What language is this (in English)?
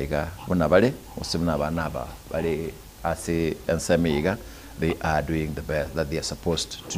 Gusii